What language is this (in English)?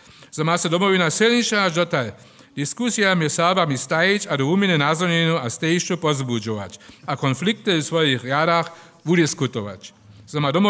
Upper Sorbian